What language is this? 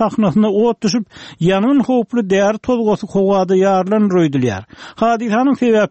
Turkmen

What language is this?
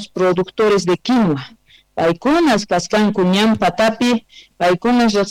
Quechua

